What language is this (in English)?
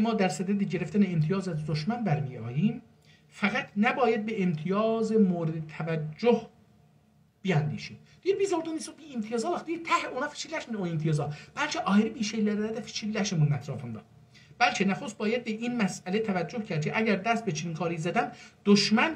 South Azerbaijani